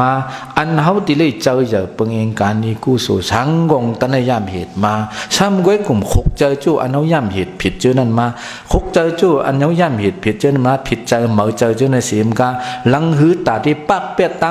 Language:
Shan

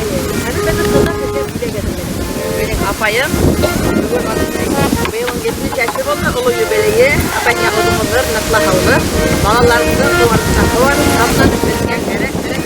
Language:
Bashkir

